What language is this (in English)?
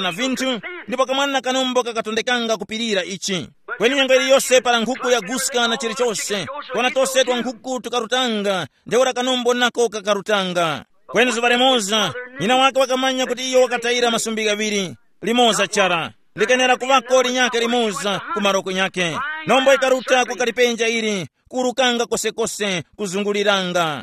Tumbuka